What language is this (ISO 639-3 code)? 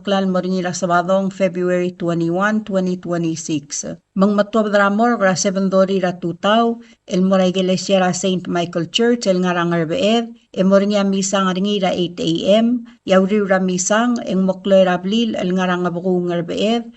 pau